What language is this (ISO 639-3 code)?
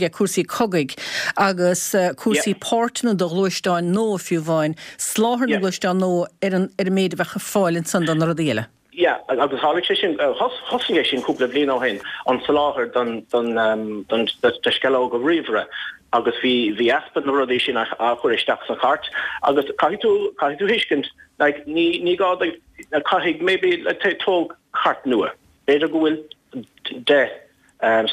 gle